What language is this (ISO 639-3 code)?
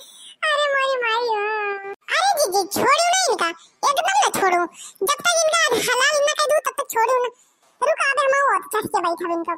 bho